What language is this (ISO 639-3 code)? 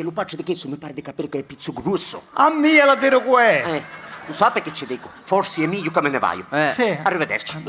scn